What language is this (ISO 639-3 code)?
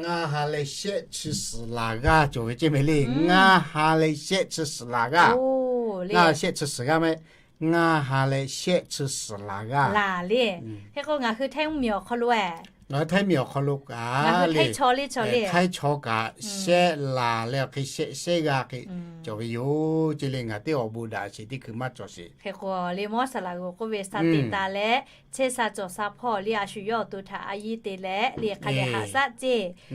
lhu